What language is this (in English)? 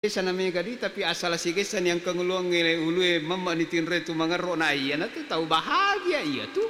Buginese